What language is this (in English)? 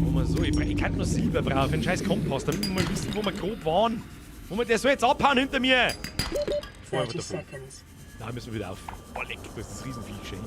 Bavarian